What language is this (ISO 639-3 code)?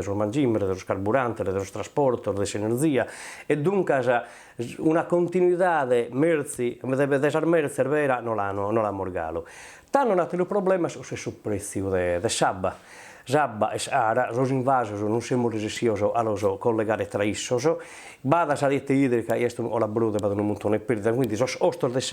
srd